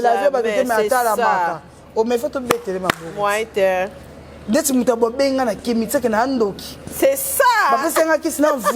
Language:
Lingala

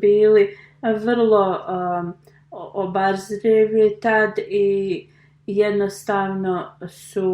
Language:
Bosnian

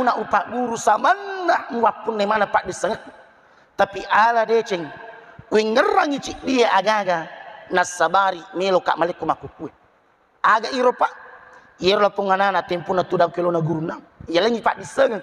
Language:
Buginese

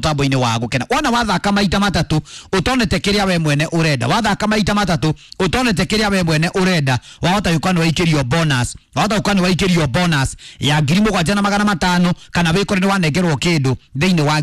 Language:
Kikuyu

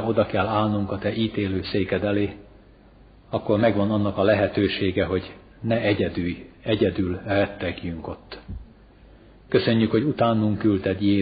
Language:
Hungarian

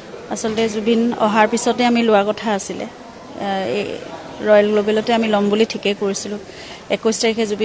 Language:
Assamese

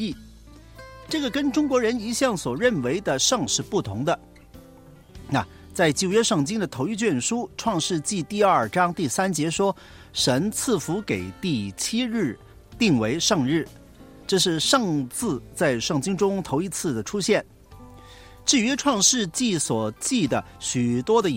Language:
Chinese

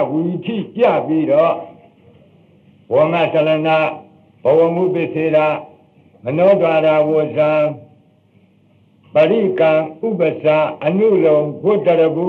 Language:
Burmese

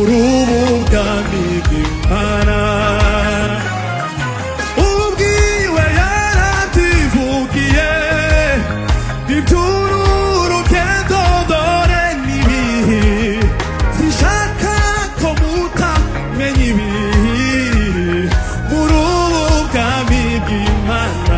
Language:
Kinyarwanda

